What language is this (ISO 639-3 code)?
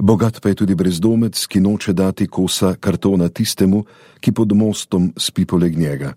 slv